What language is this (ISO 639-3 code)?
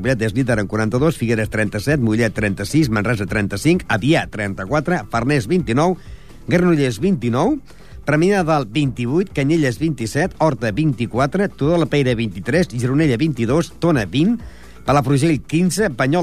cat